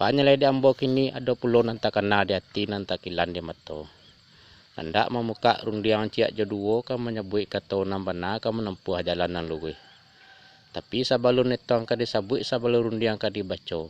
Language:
Minangkabau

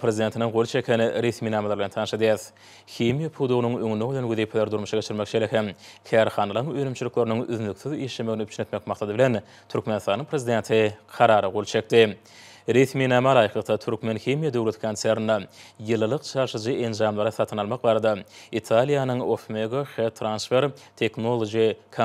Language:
Turkmen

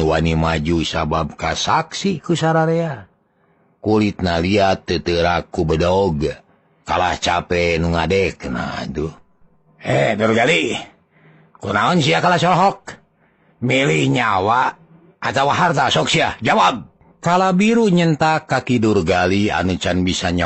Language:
Sundanese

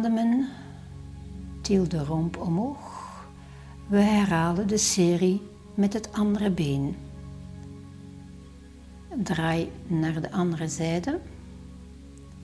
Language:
Dutch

